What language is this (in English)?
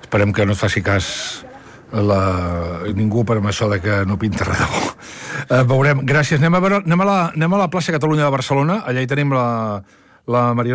Catalan